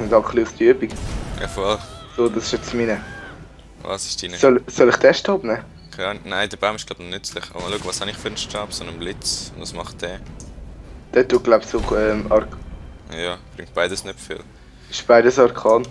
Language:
Swiss German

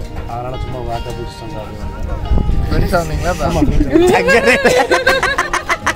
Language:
Tamil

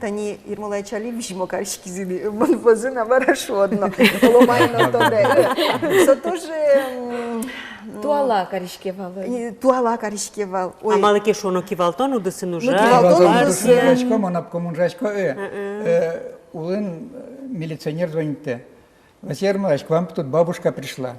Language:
Udmurt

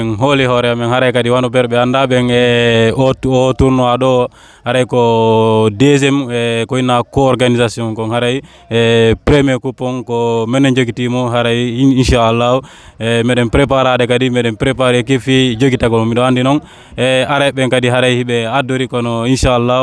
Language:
Fula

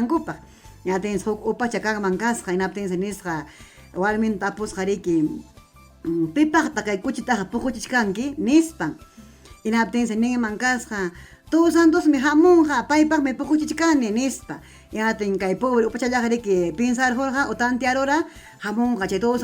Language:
Ayacucho Quechua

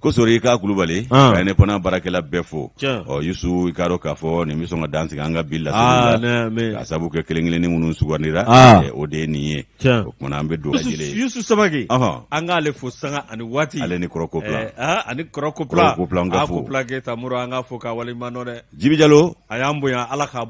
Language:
Bambara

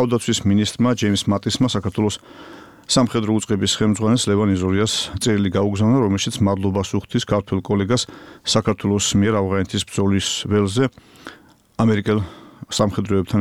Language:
Georgian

